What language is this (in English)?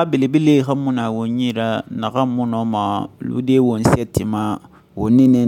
Susu